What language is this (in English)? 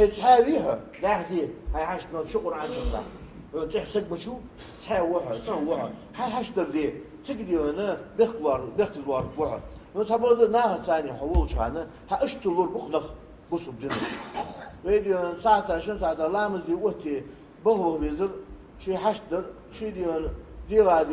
Ingush